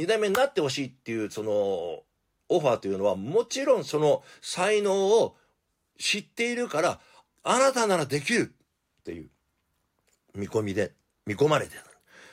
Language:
Japanese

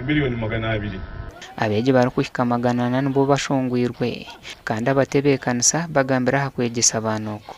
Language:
Nyankole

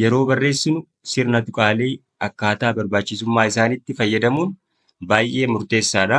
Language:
Oromo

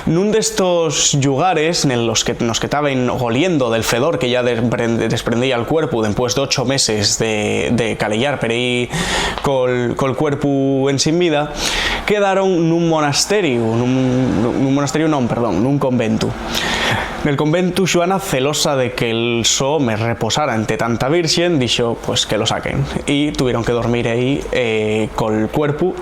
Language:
Asturian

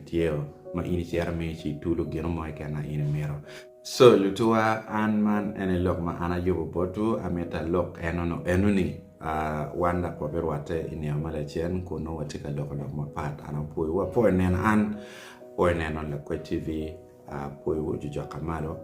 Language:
Acoli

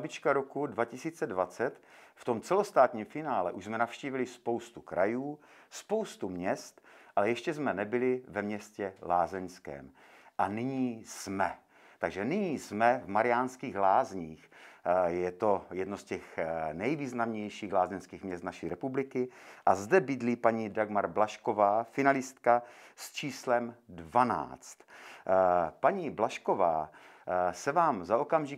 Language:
Czech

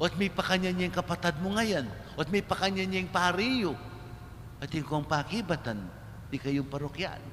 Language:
Pampanga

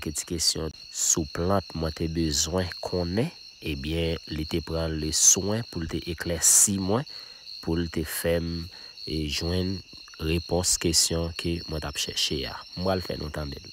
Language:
Haitian Creole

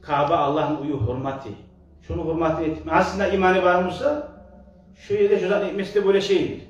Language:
Kumyk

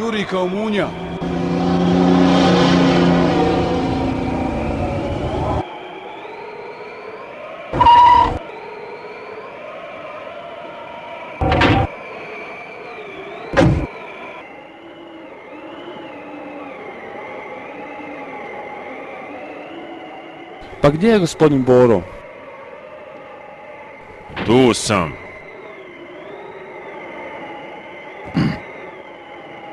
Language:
Bosnian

